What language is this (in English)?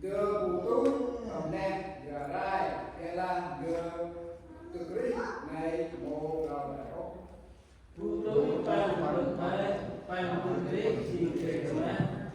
Central Mnong